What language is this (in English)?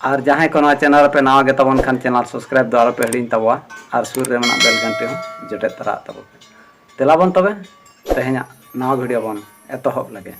Santali